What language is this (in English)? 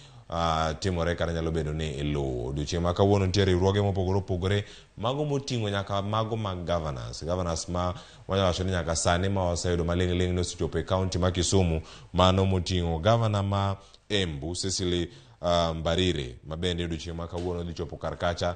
Luo (Kenya and Tanzania)